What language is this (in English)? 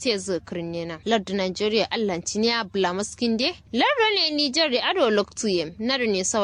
Kanuri